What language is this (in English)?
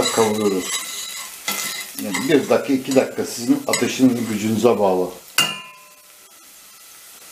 Turkish